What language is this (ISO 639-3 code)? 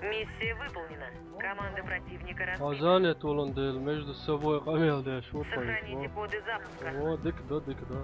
che